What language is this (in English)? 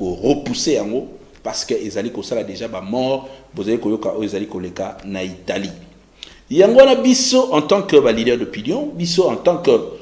Lingala